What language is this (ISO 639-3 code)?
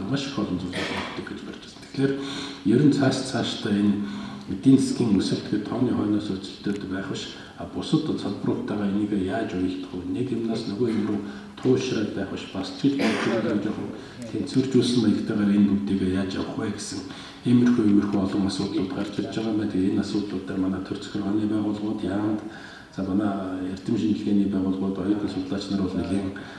mon